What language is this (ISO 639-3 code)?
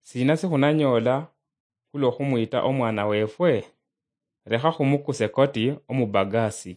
luy